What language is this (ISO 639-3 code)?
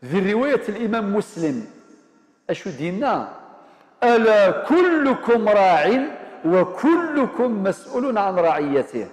kab